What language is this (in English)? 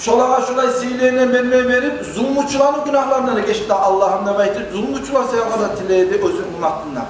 Kumyk